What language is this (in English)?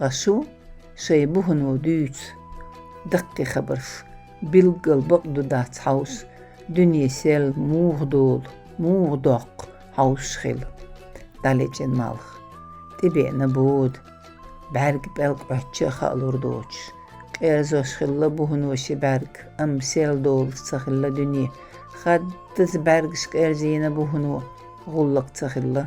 Chechen